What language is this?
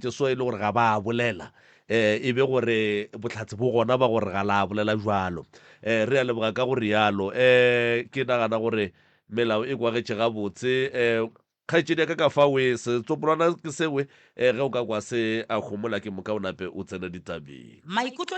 Northern Sotho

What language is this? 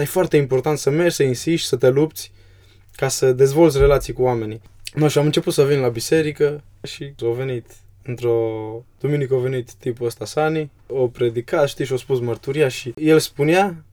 Romanian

